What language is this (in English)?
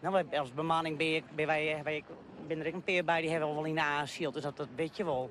Western Frisian